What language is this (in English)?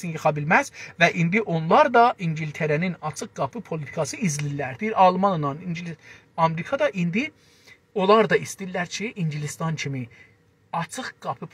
South Azerbaijani